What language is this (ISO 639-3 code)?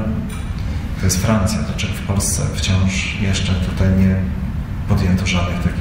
pol